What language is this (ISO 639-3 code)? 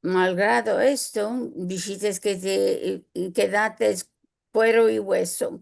lad